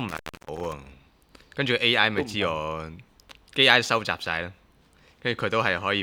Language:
Cantonese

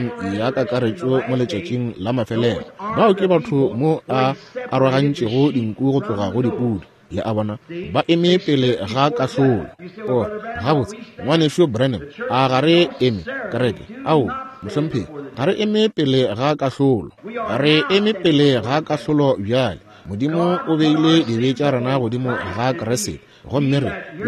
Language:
Northern Sotho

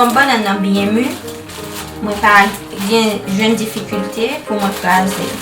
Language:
Haitian Creole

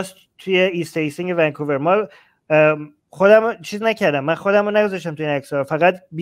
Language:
Persian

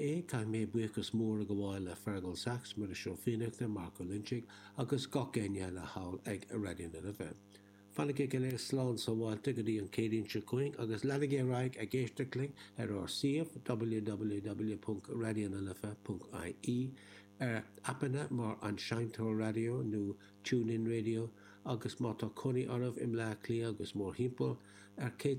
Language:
Irish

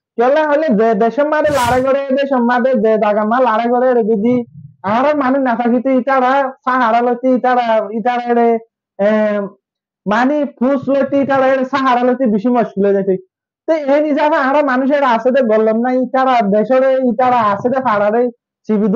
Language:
Rohingya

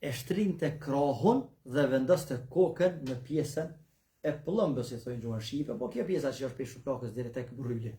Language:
Albanian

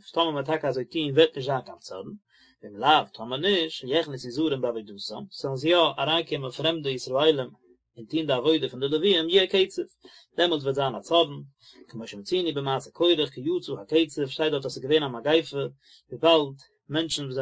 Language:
Yiddish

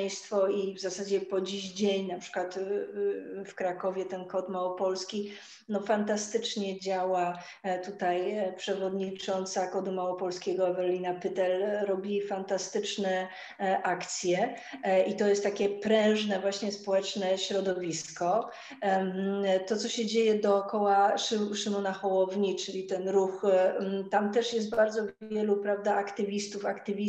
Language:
Polish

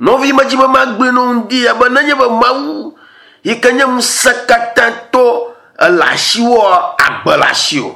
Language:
Ewe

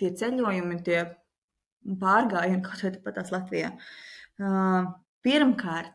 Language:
Latvian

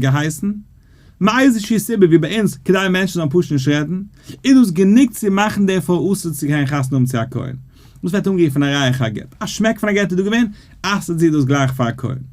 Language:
Yiddish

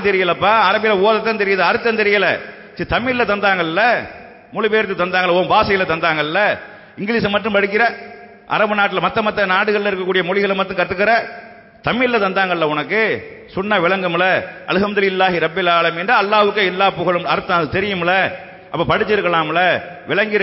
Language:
Tamil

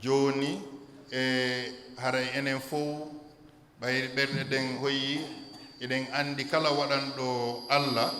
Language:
Fula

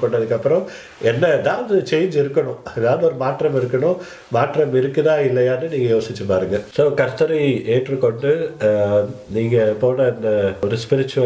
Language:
Tamil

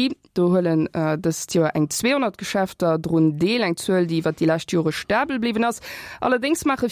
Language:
Luxembourgish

